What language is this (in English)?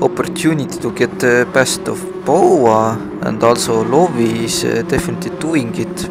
English